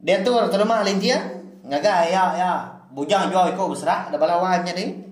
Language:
Iban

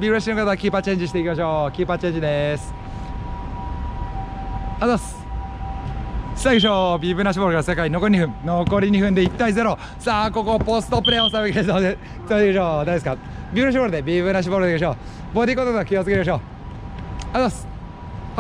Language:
Japanese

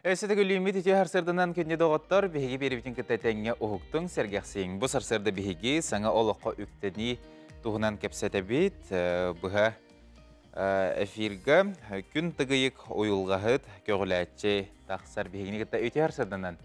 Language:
Yakut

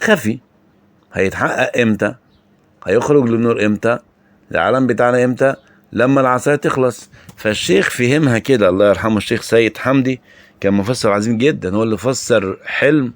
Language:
Egyptian Arabic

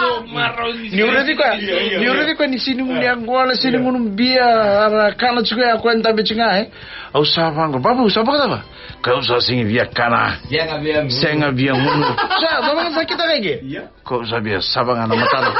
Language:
Fijian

